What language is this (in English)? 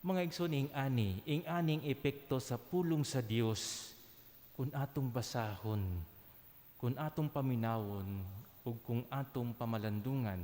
Cebuano